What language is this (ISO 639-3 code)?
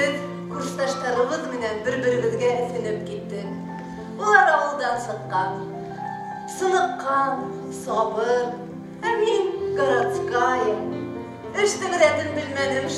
bak